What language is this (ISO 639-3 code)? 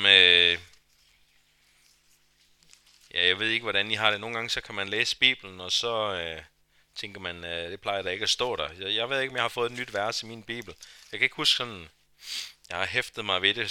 dan